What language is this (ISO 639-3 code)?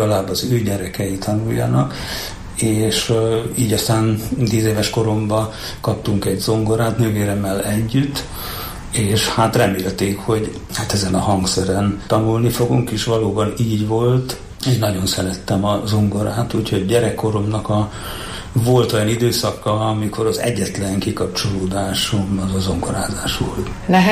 hun